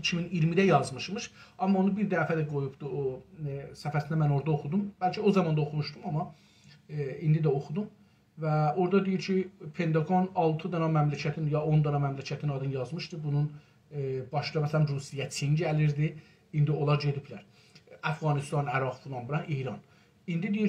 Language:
South Azerbaijani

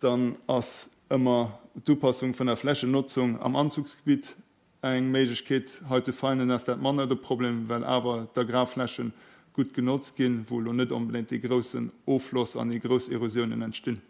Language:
Luxembourgish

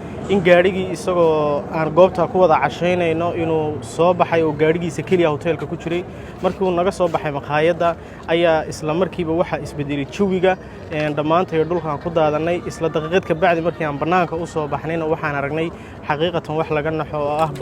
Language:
Somali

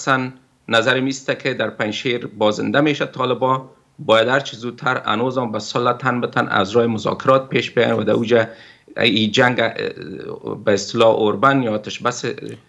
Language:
Persian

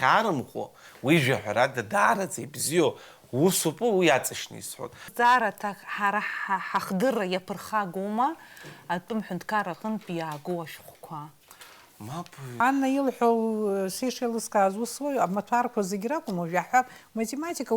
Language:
Abkhazian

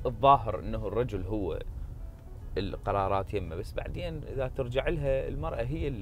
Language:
Mesopotamian Arabic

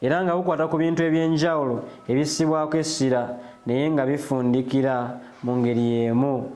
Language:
Ganda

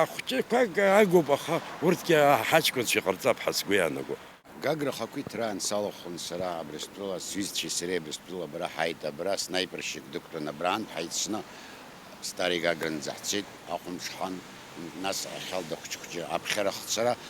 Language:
Abkhazian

